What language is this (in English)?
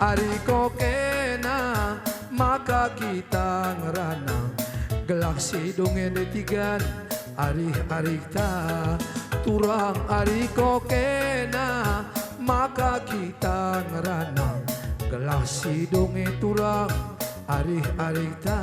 Batak Karo